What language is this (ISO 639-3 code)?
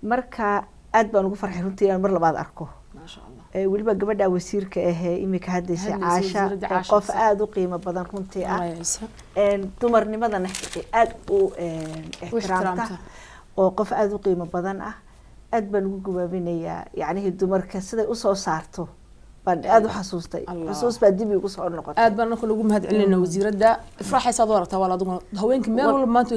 som